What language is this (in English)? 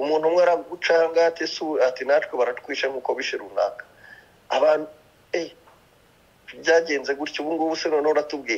Kinyarwanda